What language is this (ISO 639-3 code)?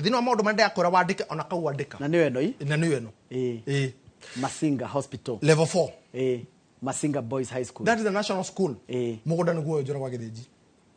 kik